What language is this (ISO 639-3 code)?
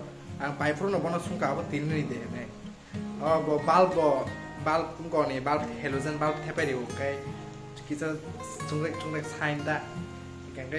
trp